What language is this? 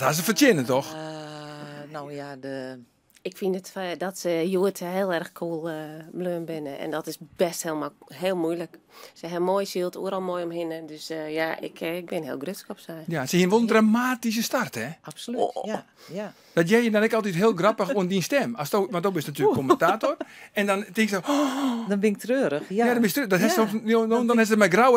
Western Frisian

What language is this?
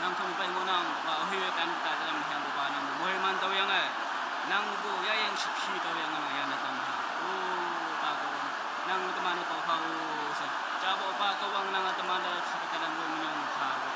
Naga Pidgin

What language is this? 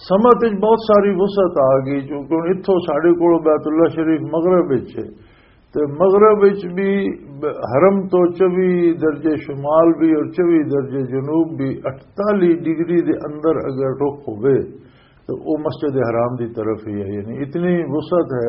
Western Panjabi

